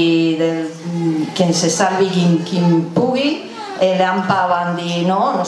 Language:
Catalan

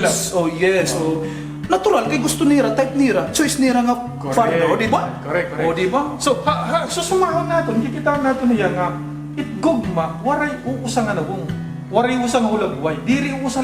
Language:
Waray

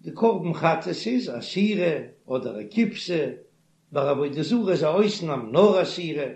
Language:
Yiddish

